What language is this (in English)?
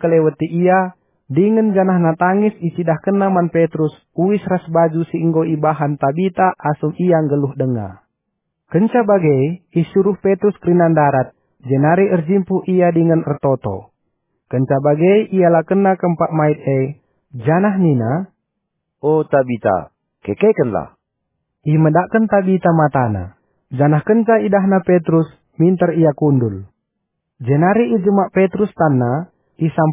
Batak Karo